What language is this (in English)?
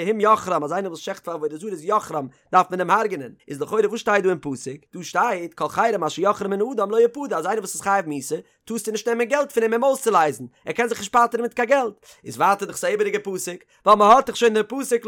Yiddish